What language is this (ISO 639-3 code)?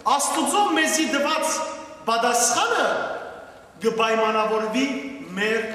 hyw